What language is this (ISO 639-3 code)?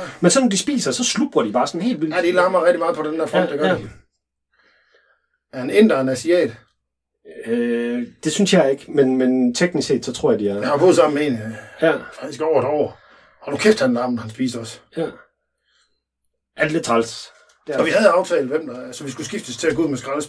dan